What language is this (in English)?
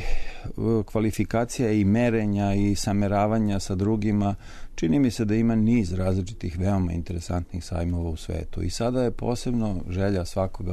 Serbian